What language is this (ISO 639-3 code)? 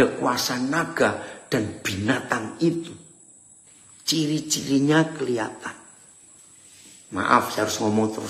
ind